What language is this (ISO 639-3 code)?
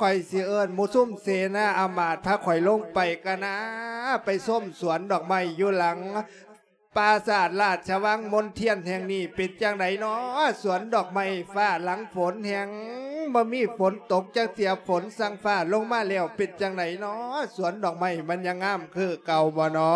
lao